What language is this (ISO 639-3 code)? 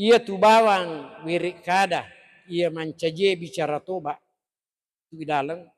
bug